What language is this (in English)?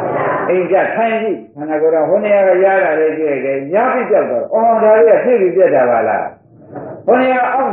Burmese